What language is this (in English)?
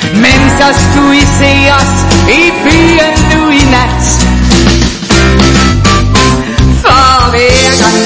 Danish